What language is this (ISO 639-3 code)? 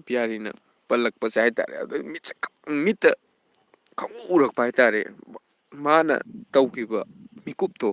mni